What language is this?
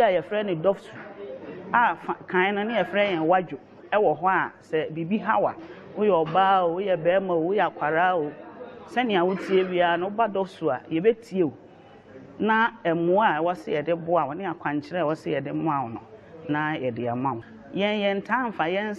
Akan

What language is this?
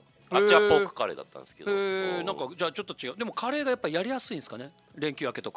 Japanese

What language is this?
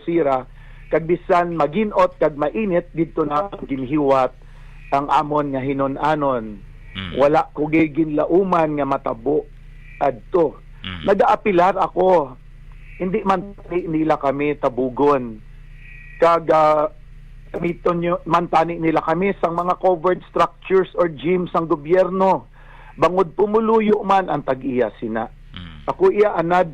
Hiligaynon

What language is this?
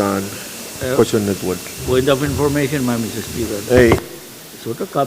Pohnpeian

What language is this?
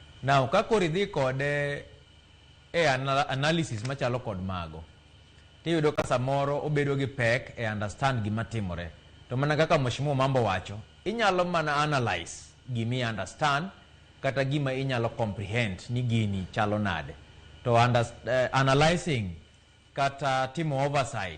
Luo (Kenya and Tanzania)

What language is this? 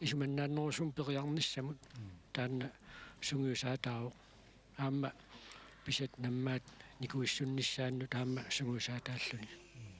Kalaallisut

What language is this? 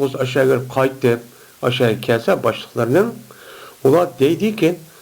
Uyghur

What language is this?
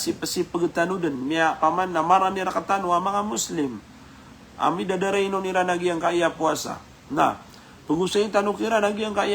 Maranao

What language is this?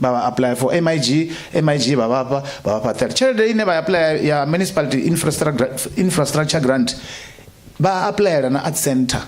Venda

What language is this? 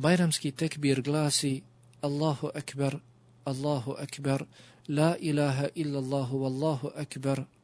Bosnian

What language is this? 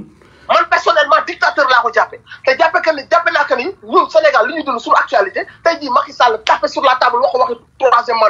Wolof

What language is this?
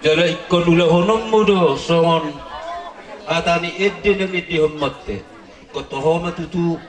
Batak Toba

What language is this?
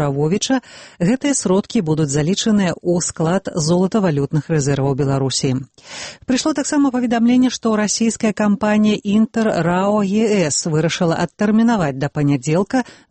Belarusian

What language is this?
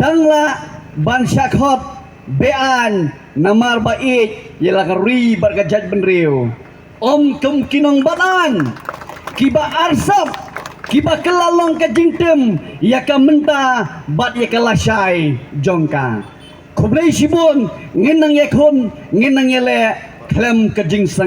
Khasi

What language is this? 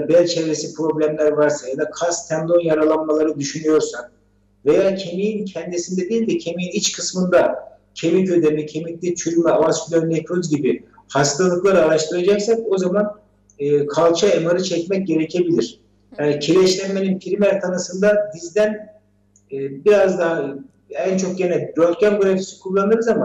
Turkish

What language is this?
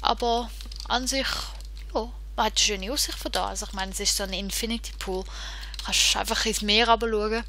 Swiss German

